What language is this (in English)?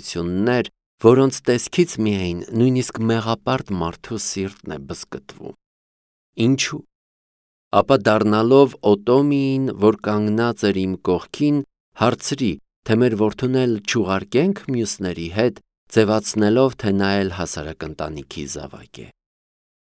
Armenian